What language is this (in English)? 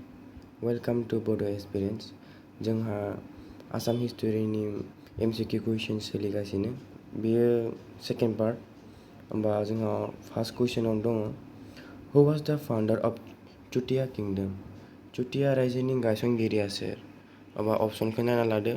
Bodo